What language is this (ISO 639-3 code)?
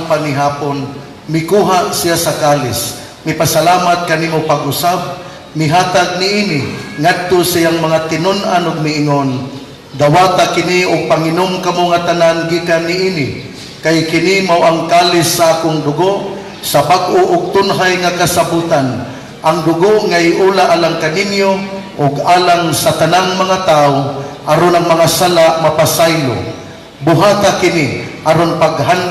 ceb